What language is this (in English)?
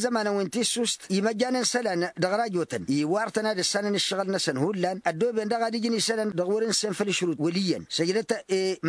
Tamasheq